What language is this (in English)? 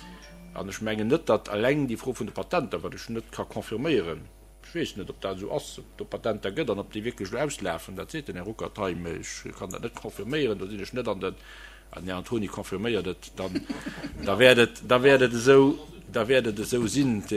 Luxembourgish